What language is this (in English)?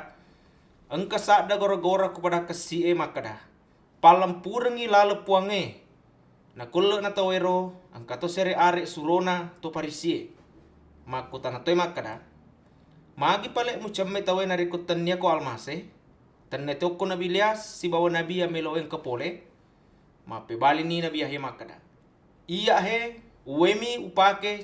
Buginese